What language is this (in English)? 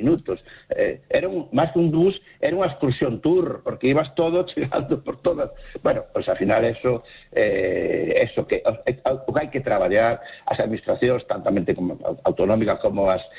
Galician